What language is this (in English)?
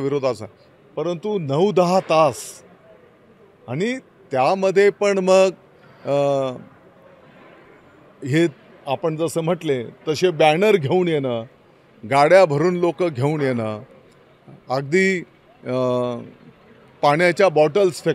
Marathi